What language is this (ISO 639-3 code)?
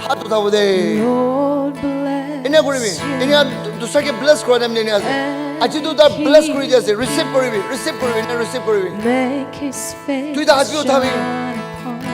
nag